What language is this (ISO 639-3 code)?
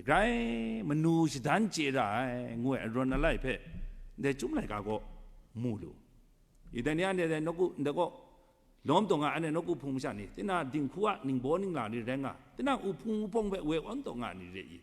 kac